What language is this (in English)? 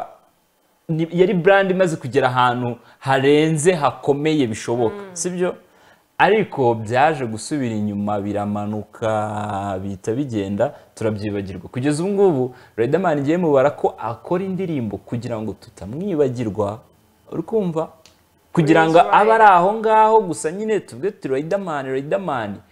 Kinyarwanda